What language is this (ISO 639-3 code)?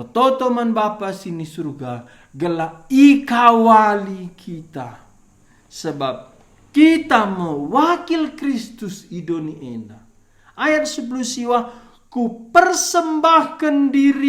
btx